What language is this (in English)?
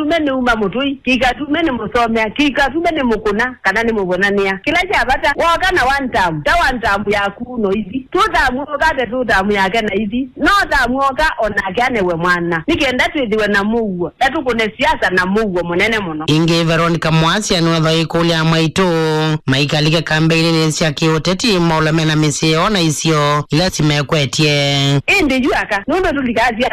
Kamba